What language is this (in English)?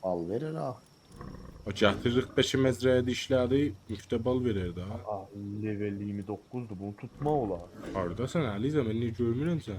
South Azerbaijani